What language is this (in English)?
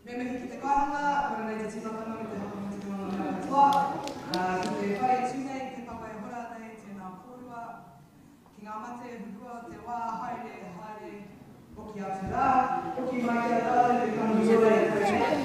Māori